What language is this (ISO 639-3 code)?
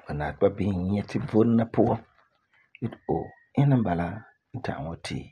gur